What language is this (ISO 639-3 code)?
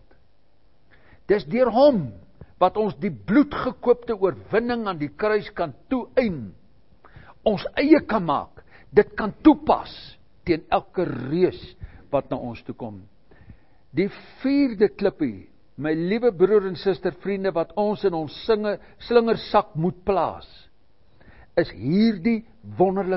afr